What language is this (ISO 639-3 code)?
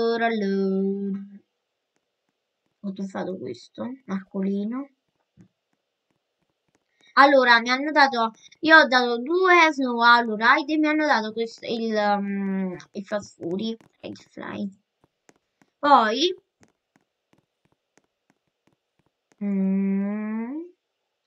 ita